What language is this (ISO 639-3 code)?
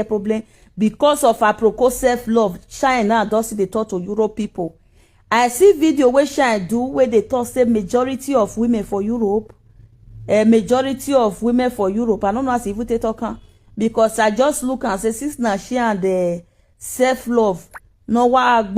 pcm